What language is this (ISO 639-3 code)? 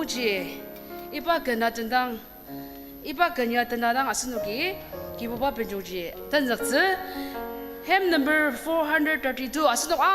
njo